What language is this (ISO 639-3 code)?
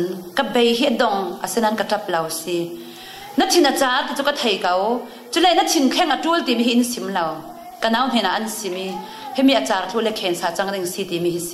cfm